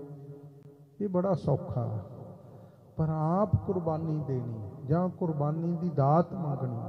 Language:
Punjabi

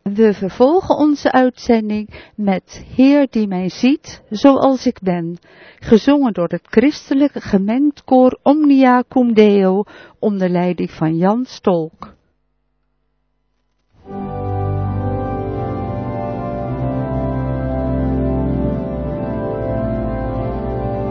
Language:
Dutch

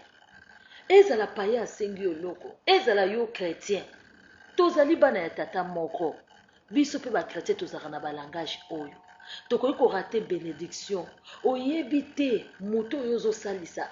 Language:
Lingala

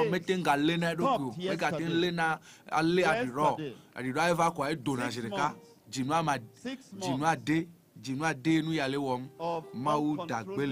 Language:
Ewe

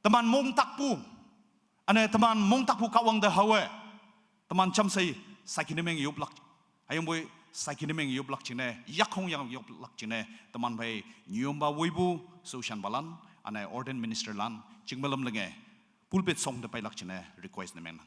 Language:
Naga Pidgin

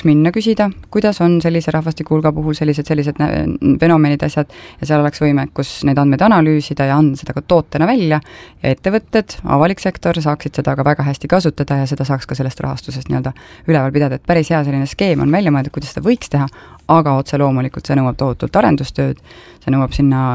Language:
Estonian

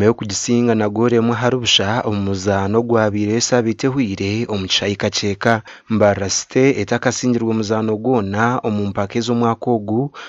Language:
Nyankole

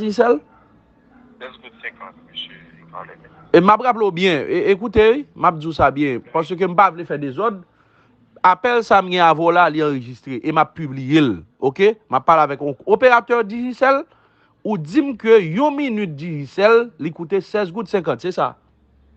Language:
Haitian Creole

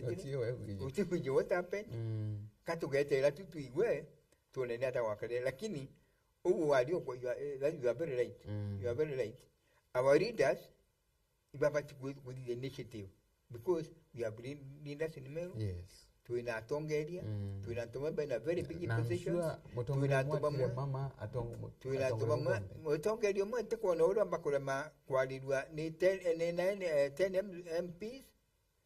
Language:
Meru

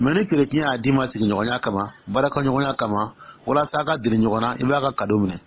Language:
Dyula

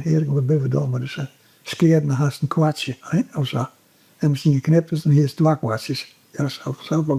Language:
Western Frisian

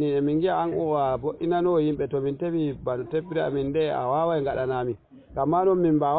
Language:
Fula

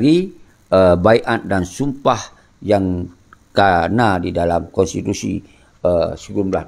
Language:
Achinese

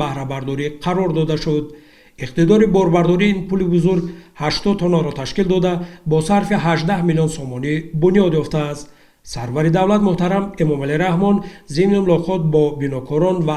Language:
Tajik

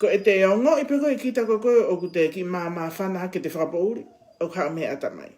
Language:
Tongan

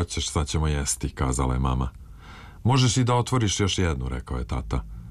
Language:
Serbian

